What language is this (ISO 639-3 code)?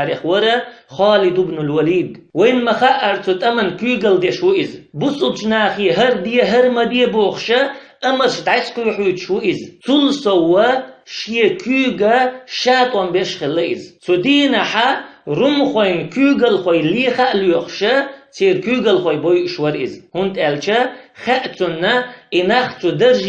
che